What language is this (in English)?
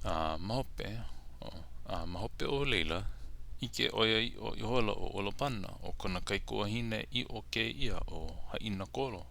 Hawaiian